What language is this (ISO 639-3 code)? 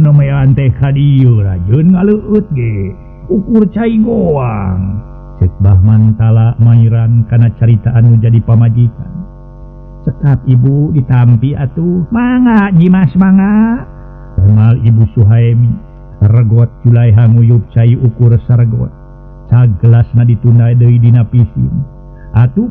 sun